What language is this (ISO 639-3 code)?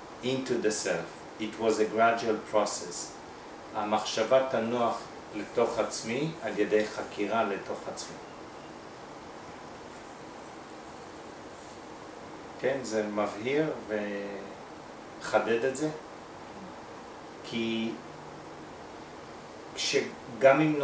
heb